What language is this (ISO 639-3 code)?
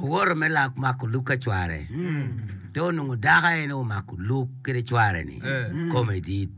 ach